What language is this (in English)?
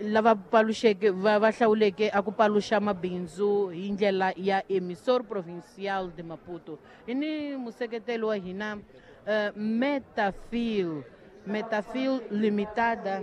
Tsonga